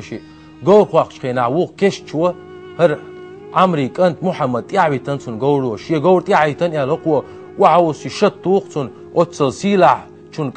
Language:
Chechen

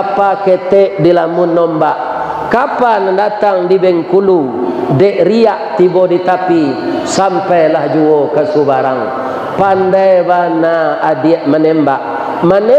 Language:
Minangkabau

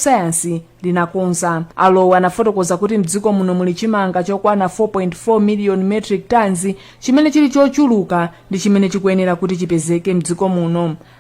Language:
Nyanja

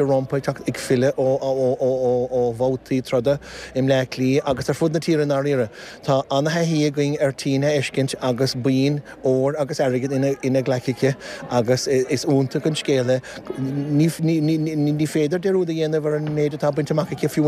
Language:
Irish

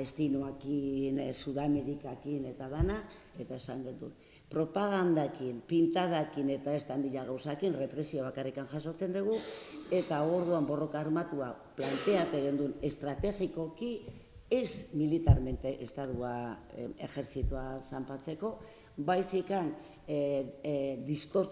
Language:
Basque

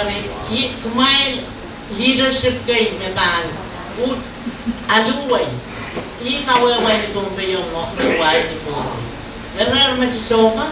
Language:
Pohnpeian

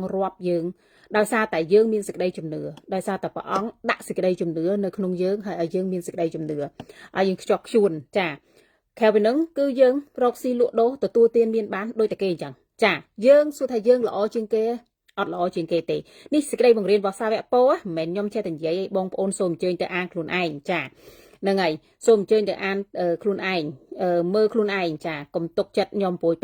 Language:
Khmer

